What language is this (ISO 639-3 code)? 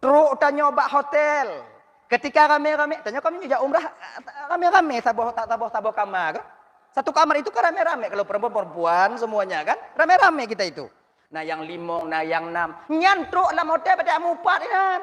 ace